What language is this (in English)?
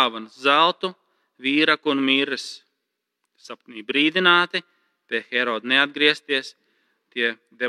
Latvian